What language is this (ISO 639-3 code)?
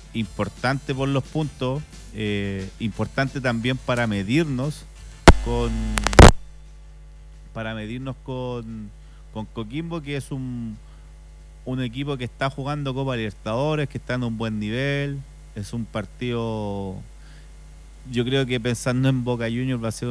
spa